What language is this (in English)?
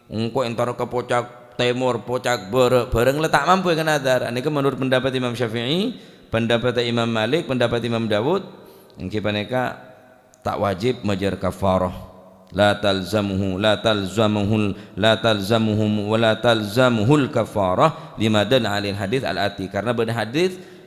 Madurese